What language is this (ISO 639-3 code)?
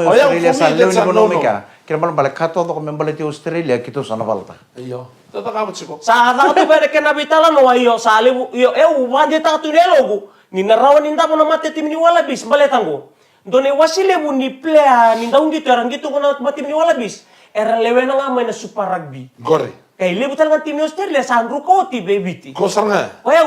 fij